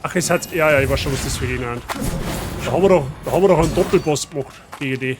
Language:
Bavarian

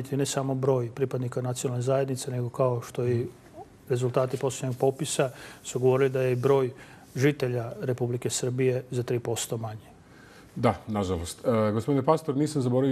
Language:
Serbian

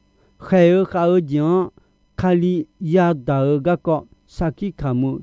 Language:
Akha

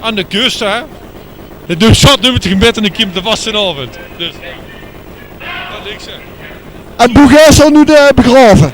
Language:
Limburgish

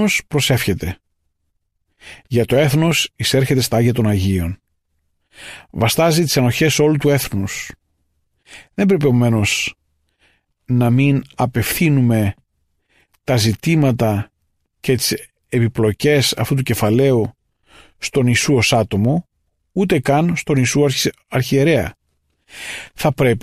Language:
Greek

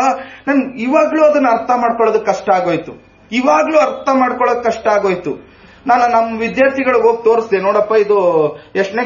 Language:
Kannada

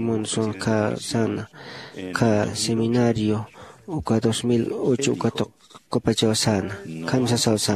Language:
Aymara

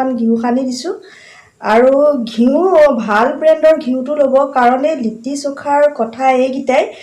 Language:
Assamese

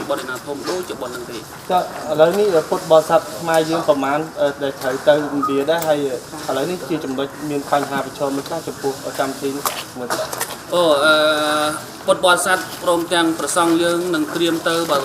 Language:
Khmer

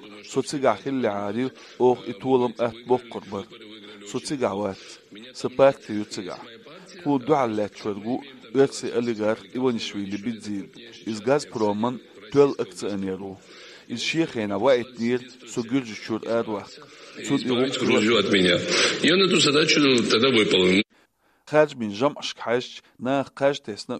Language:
Chechen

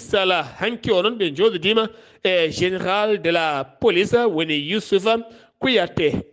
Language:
Fula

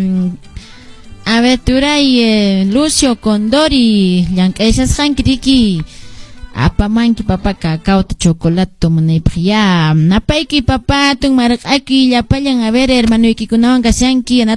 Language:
Quechua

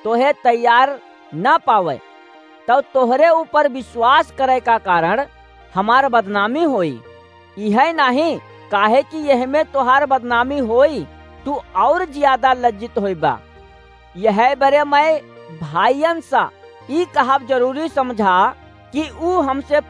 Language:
Awadhi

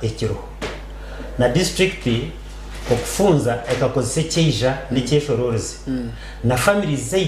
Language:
Nyankole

